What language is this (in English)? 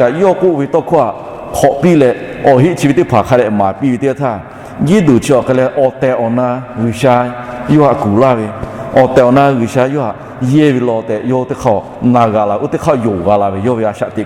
Lahu